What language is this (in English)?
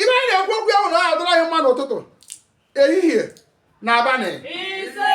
Igbo